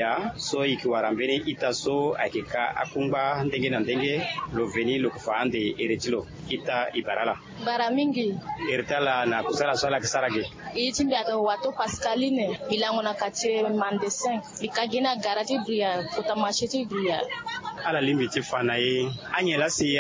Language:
Sango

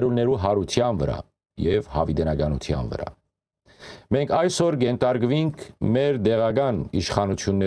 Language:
Western Armenian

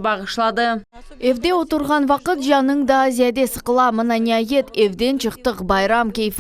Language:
Crimean Tatar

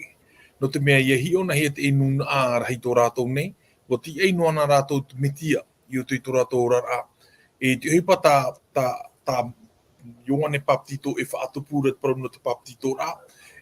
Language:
Tahitian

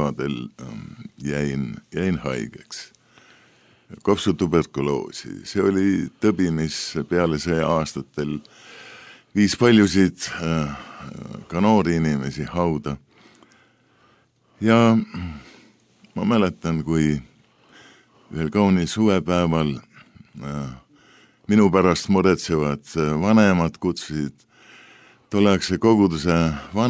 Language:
Estonian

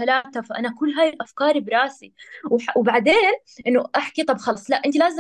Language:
North Levantine Arabic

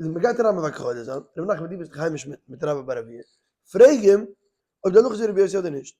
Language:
Yiddish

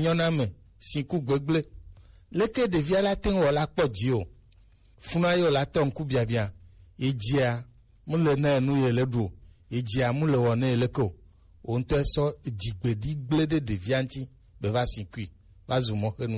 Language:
Gen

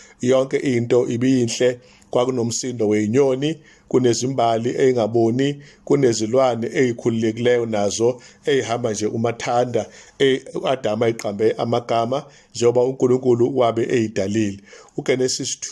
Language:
Zulu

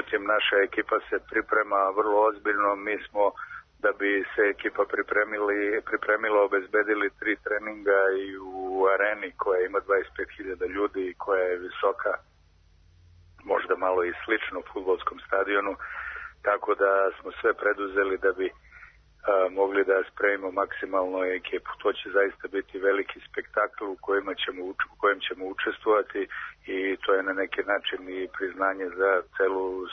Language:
Serbian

